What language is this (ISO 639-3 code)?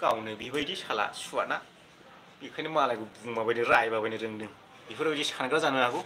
brx